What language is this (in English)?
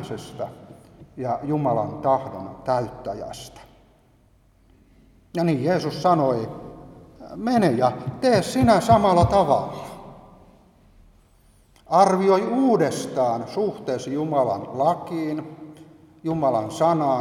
Finnish